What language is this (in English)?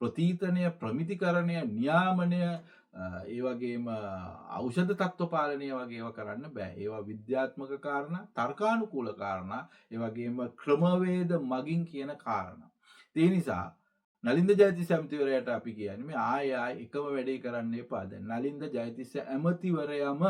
Sinhala